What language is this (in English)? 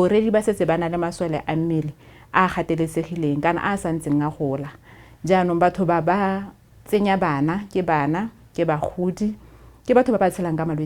Tswana